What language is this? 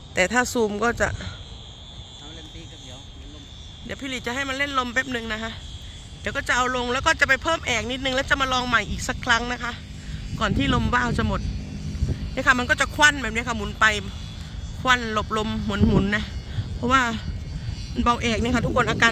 Thai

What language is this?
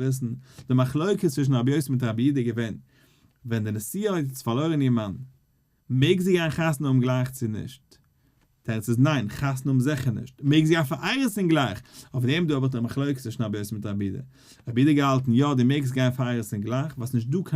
Yiddish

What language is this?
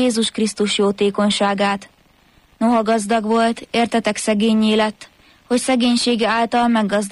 Hungarian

